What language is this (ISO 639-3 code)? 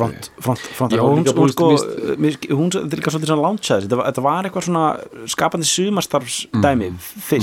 isl